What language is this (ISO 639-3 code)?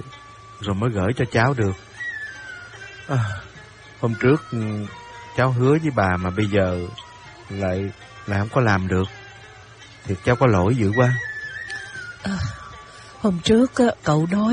vie